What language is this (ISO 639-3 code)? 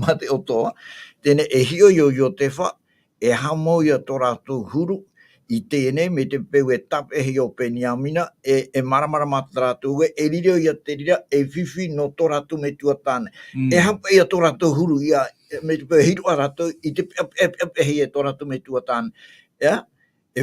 tah